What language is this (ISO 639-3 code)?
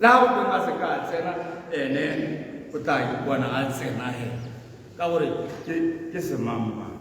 tsn